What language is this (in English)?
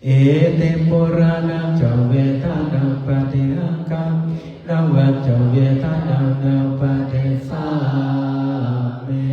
Pali